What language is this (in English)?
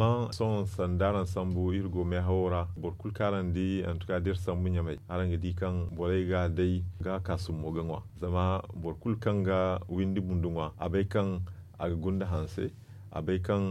Zarma